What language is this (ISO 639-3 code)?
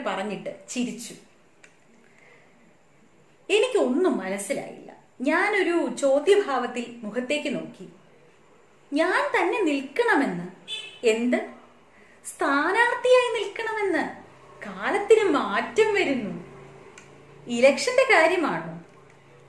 mal